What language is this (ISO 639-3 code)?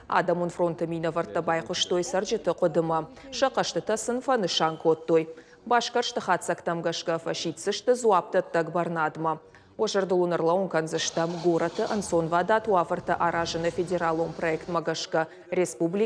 oss